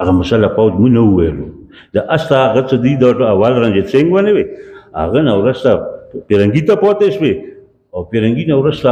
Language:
Pashto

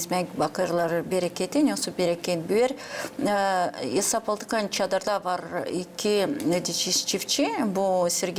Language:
Gagauz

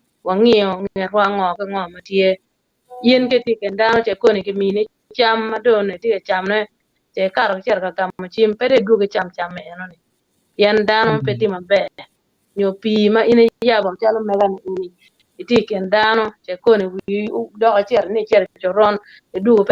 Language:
Acoli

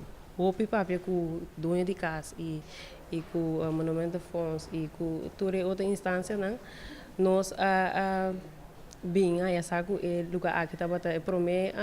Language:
Papiamento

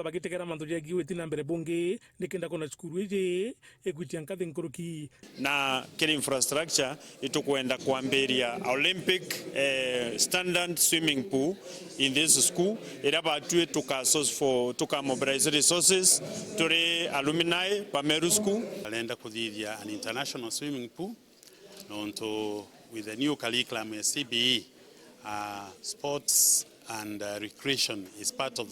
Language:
Meru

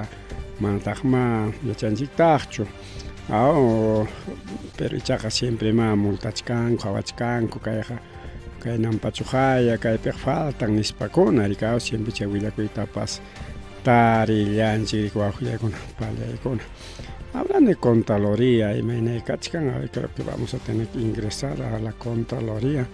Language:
Ayacucho Quechua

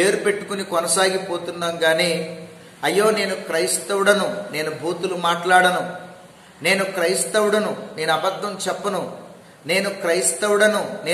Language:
Telugu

